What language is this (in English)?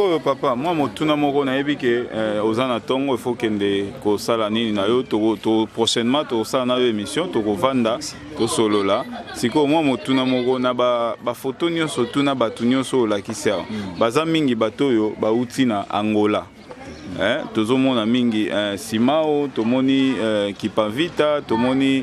Lingala